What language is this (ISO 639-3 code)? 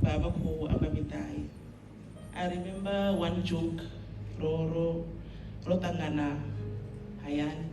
ven